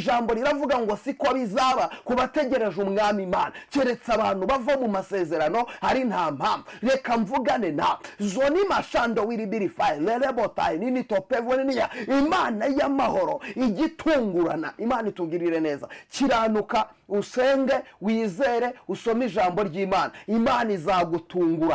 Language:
Kinyarwanda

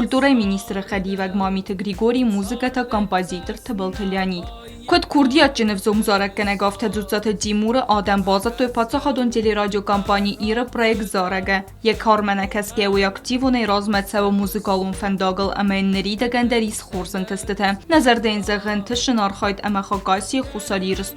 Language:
Ossetic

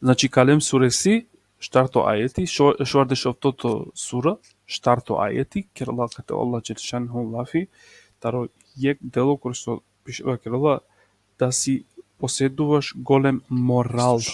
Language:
Balkan Romani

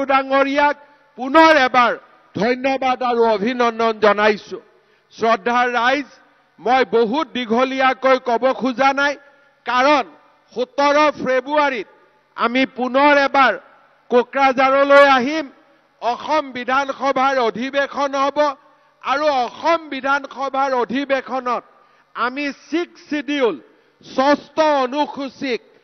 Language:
Assamese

